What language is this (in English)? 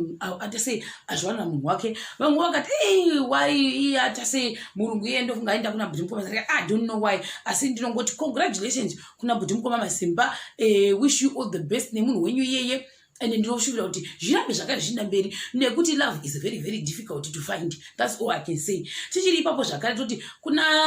Shona